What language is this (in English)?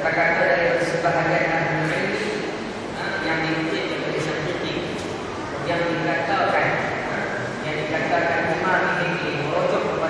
Malay